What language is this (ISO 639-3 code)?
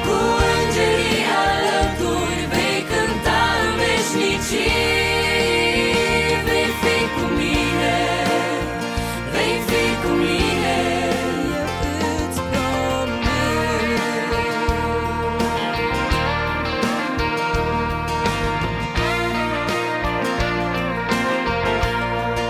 ron